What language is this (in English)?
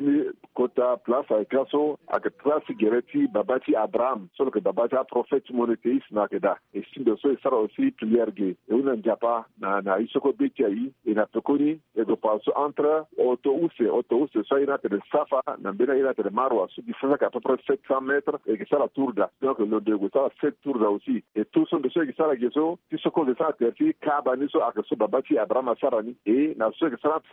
Sango